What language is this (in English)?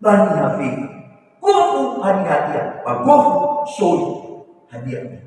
Nias